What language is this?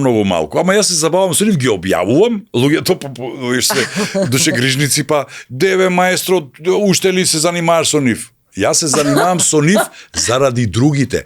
Macedonian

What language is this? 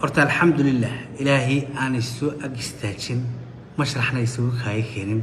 Somali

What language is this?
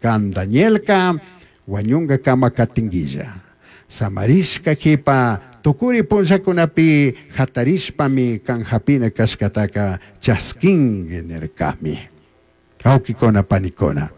Chimborazo Highland Quichua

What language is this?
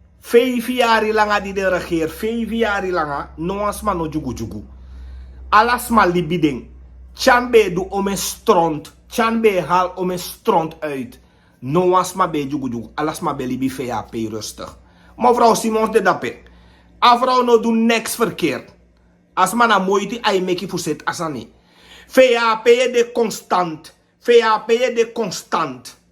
Sranan Tongo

